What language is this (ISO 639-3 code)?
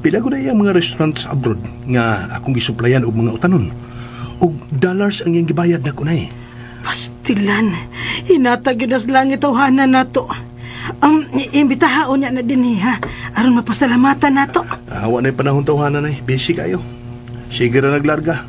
ceb